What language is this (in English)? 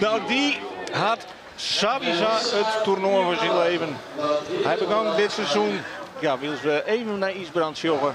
Western Frisian